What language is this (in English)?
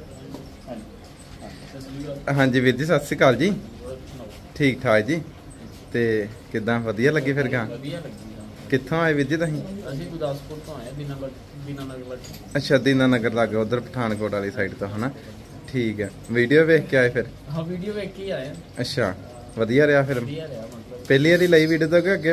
Punjabi